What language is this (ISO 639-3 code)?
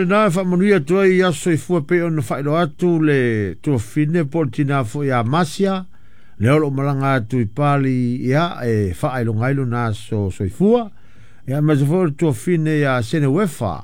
smo